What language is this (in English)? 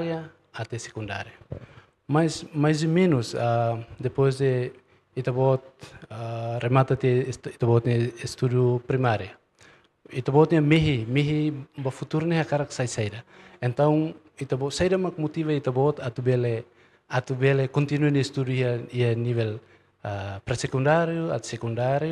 Tetum